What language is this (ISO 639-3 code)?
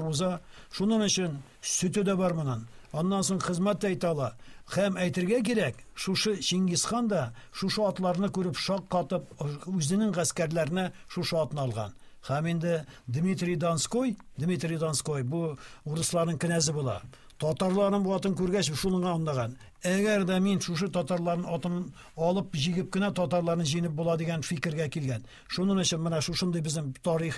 tat